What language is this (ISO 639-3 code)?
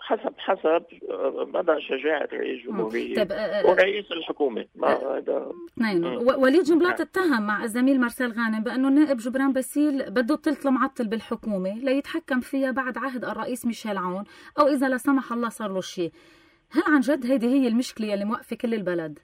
apc